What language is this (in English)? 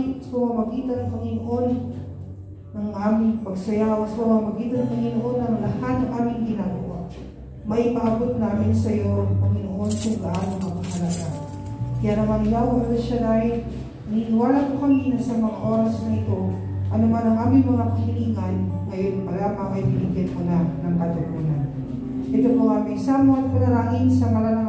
Filipino